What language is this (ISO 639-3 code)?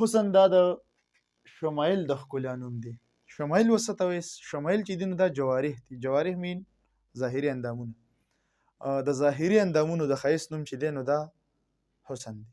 pus